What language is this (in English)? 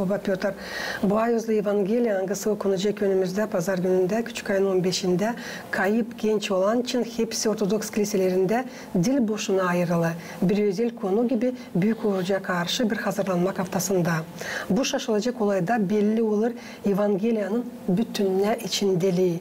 Gagauz